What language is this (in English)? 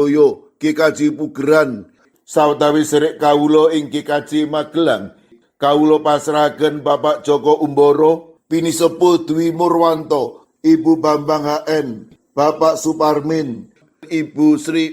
Javanese